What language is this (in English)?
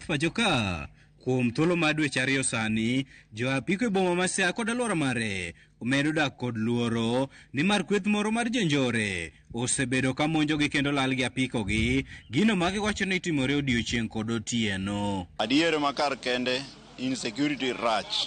Luo (Kenya and Tanzania)